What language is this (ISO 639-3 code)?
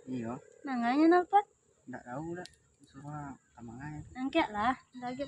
min